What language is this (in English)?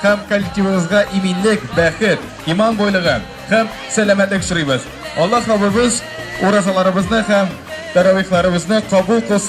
Tatar